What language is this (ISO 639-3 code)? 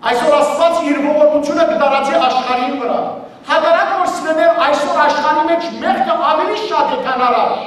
hyw